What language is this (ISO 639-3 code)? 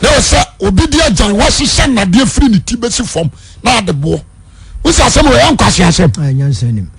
aka